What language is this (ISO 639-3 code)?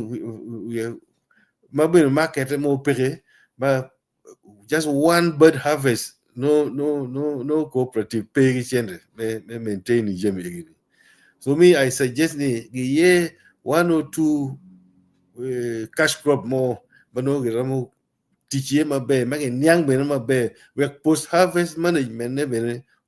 ach